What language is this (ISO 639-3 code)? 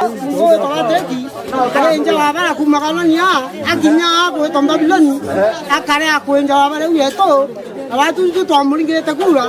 mer